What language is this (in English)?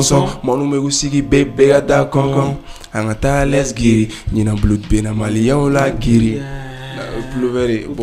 Bambara